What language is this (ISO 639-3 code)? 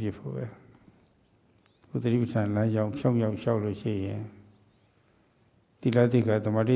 mya